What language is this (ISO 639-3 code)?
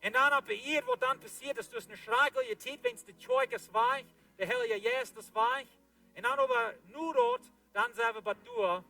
pdt